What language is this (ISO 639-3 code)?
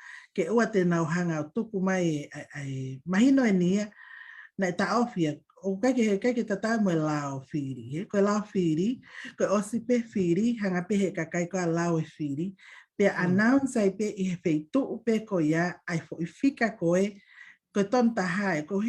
ton